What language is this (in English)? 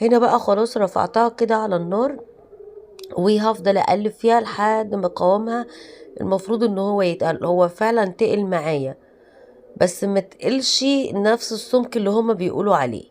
Egyptian Arabic